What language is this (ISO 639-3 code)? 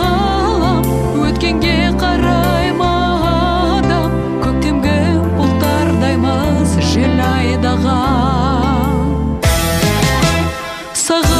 kaz